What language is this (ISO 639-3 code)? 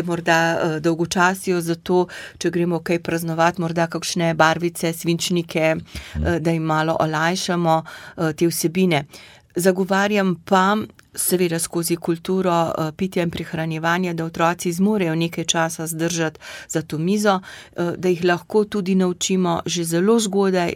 slv